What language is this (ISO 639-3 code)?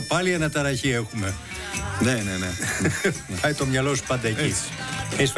ell